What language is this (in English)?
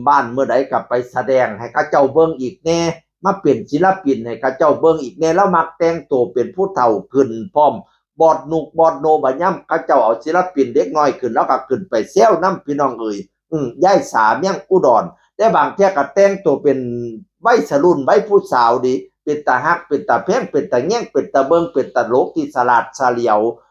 Northeastern Thai